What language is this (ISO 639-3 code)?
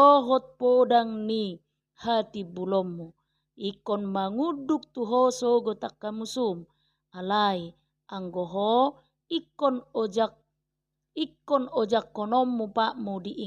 bbc